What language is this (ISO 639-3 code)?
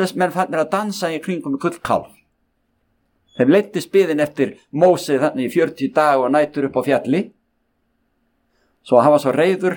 isl